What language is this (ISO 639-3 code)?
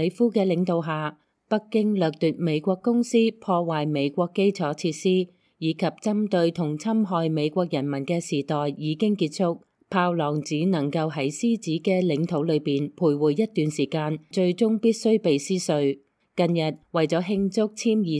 yue